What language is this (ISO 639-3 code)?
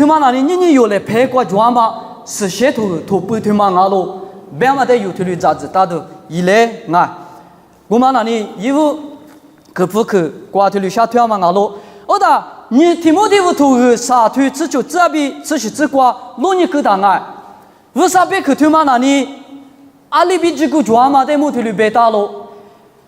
lis